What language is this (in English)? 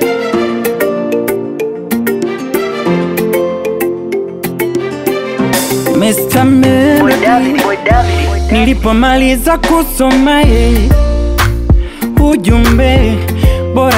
Swahili